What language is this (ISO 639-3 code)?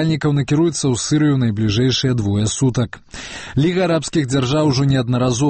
bel